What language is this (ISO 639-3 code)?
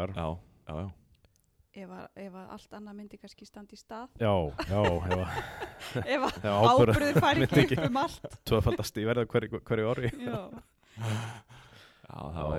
isl